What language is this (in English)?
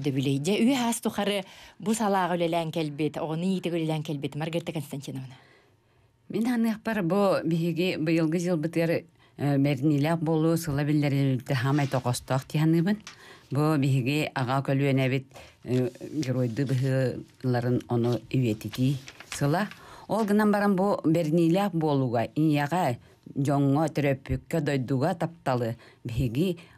Yakut